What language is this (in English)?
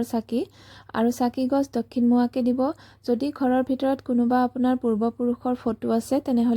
Assamese